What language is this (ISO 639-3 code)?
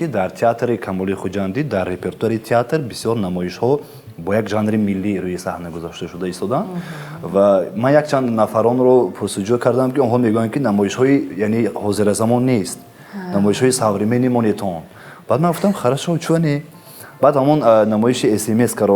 tgk